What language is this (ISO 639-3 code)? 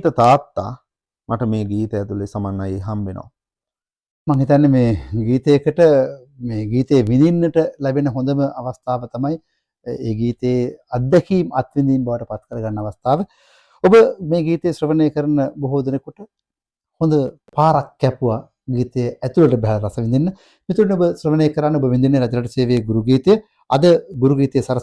sin